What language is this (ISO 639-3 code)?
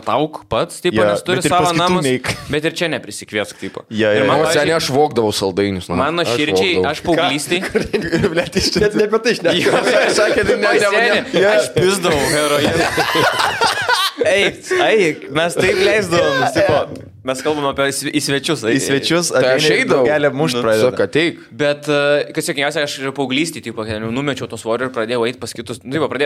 lit